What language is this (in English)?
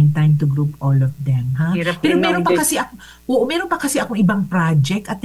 Filipino